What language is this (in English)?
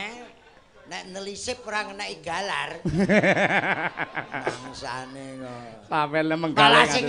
Javanese